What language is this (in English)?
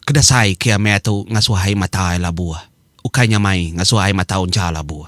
Iban